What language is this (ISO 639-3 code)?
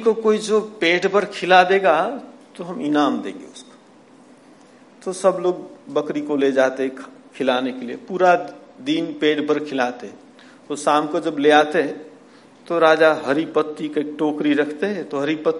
hin